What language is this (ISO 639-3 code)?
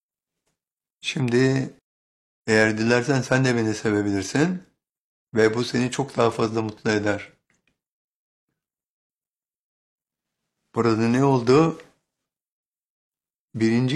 tur